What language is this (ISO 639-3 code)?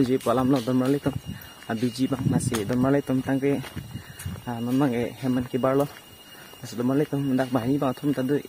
mjw